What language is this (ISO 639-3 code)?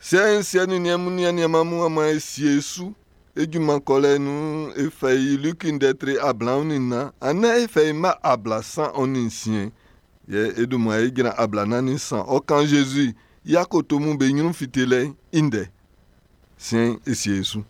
bci